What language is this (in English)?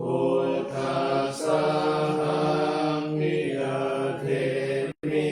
Pali